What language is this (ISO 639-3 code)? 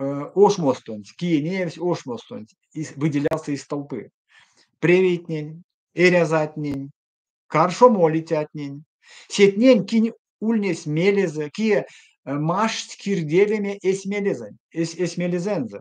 myv